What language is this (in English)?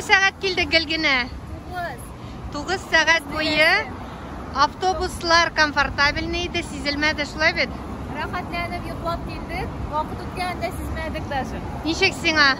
Tatar